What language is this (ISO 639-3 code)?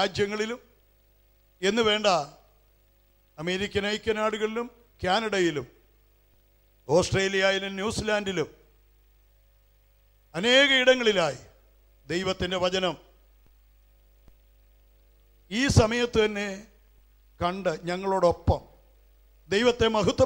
mal